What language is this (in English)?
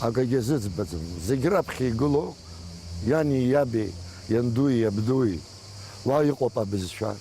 Abkhazian